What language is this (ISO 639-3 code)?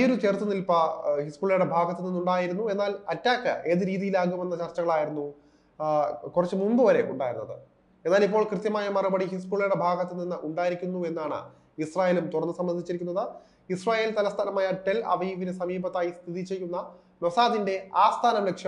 mal